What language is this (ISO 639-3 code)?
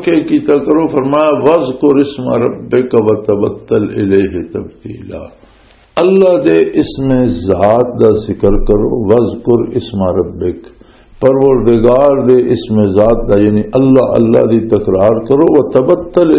lah